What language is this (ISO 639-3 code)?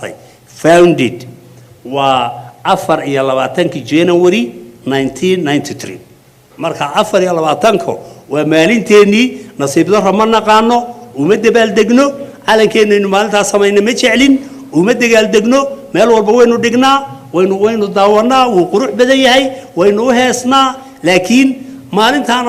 som